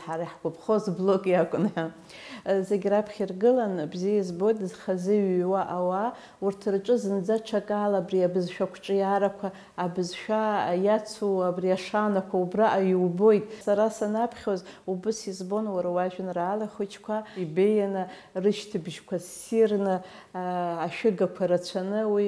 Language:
Abkhazian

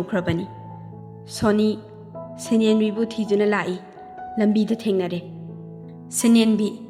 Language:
Manipuri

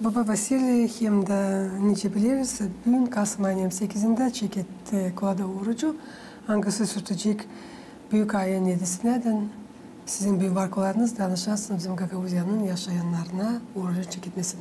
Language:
Gagauz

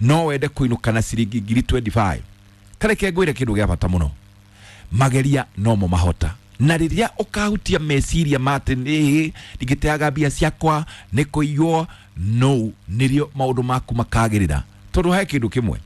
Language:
Kikuyu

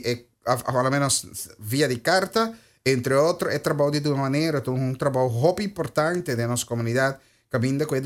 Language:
Papiamento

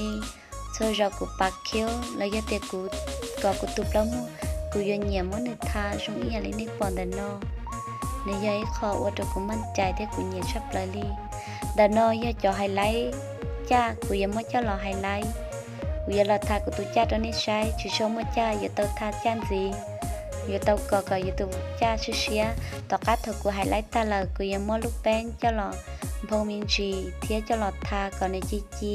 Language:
Hmong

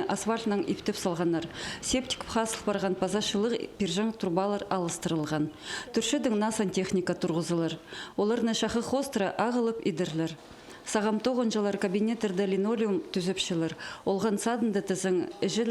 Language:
Khakas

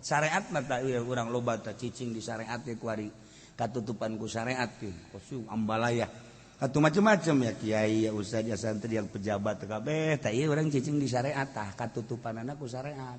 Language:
Sundanese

